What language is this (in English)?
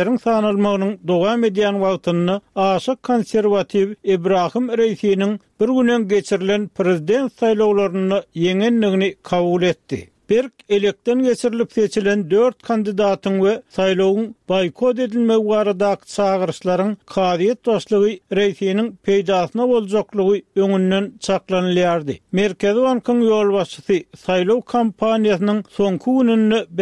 Turkmen